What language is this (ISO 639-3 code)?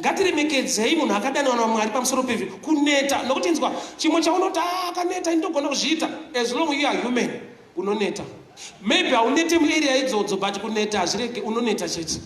sna